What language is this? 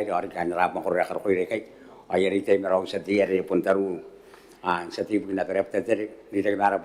Gilbertese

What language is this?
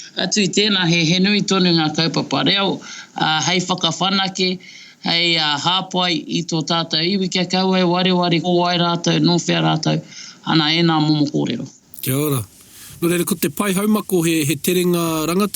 Māori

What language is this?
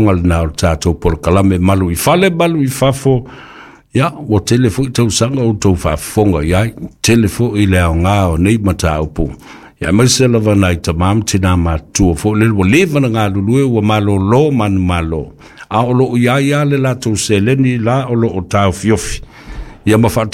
Samoan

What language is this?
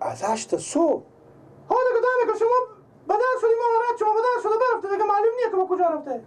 Persian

